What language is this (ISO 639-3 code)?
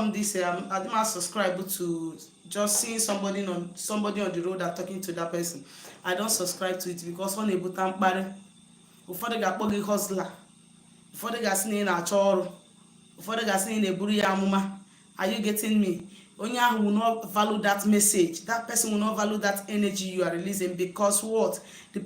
ibo